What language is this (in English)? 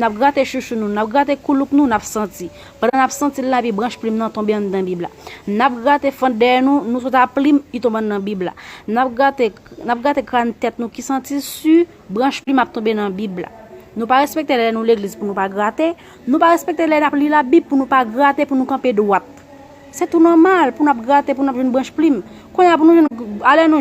Haitian Creole